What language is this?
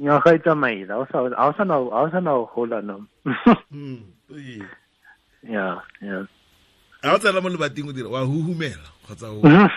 Tswana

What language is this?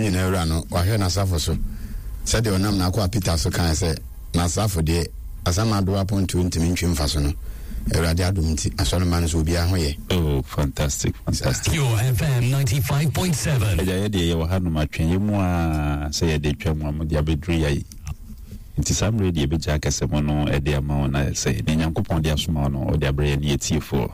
Akan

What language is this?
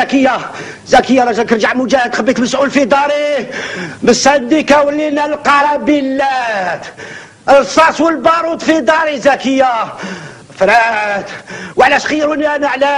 Algerian Arabic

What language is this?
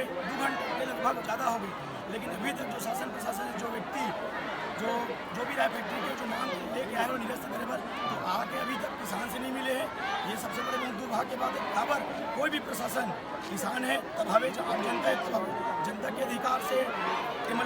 Chhattisgarhi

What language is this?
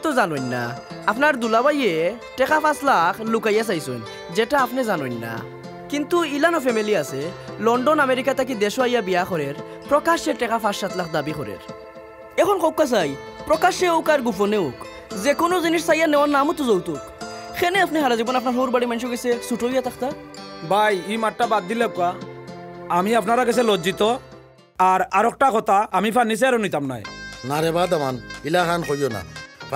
Sylheti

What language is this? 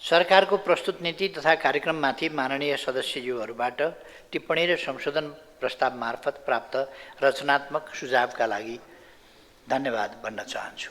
Nepali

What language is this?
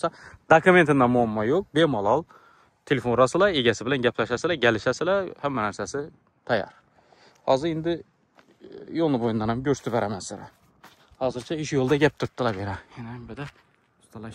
Uzbek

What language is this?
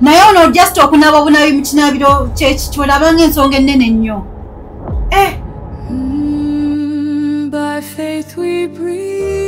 Ganda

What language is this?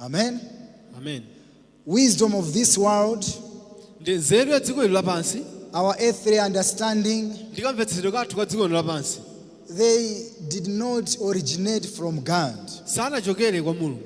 Nyanja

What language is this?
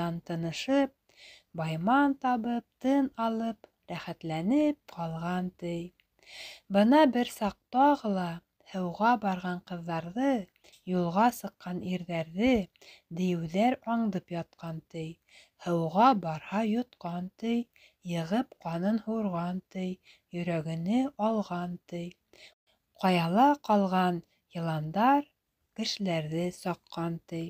Bashkir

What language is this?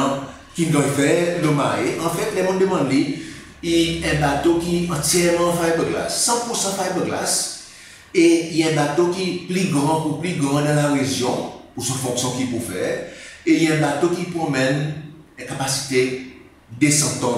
Seselwa Creole French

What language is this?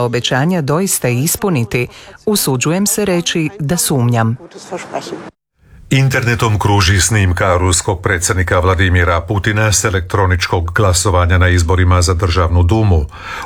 Croatian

